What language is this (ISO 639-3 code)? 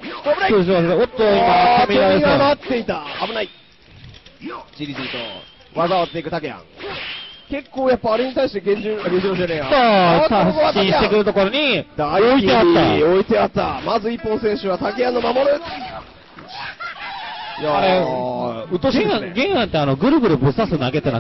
jpn